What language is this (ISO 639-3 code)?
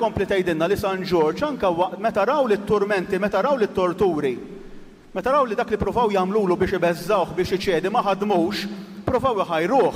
mlt